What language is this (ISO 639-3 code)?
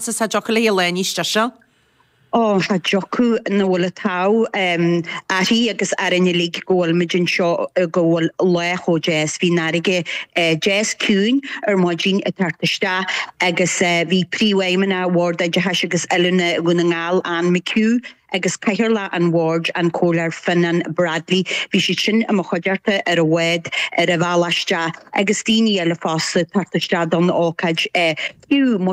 gle